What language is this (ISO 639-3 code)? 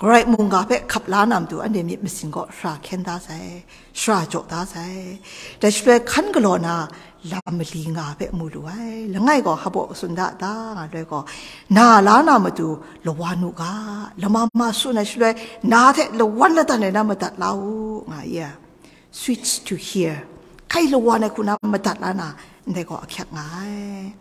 kac